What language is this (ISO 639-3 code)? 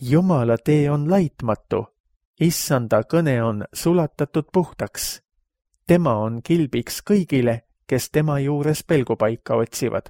est